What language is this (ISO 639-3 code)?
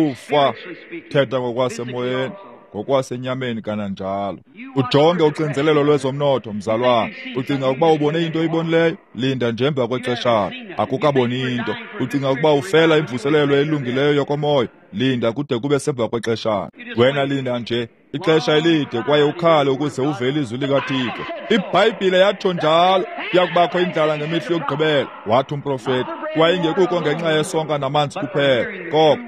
xho